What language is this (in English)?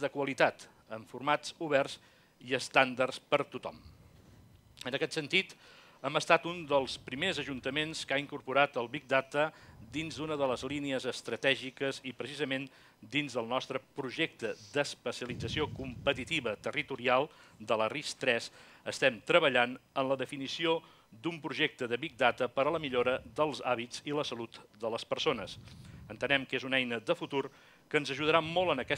Catalan